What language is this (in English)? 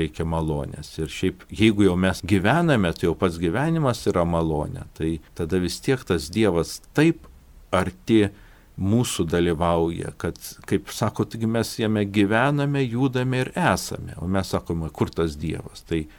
Lithuanian